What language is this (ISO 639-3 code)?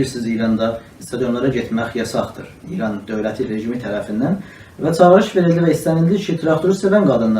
azb